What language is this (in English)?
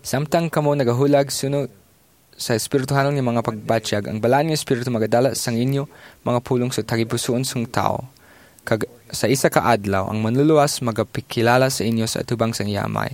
Hiligaynon